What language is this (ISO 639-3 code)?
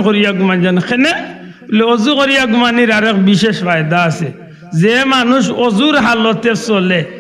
syl